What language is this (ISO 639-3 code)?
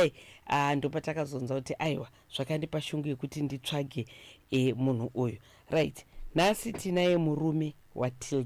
sna